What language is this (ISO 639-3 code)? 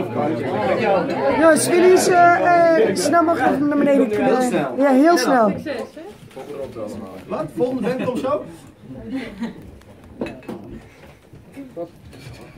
nld